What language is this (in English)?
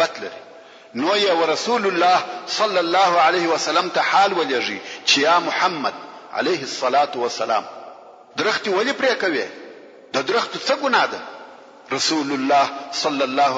Pashto